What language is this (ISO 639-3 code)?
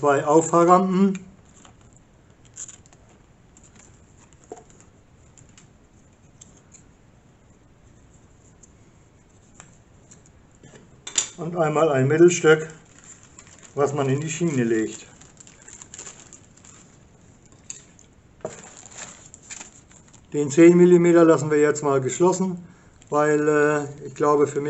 deu